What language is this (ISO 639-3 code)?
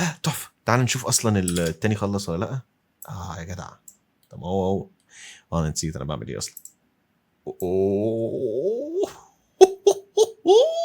arz